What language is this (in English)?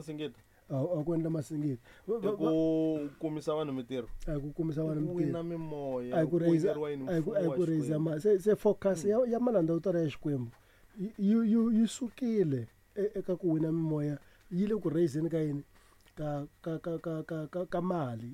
Tsonga